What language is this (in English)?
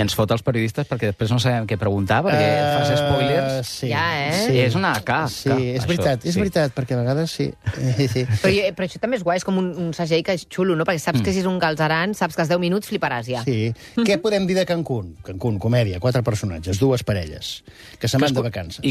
Catalan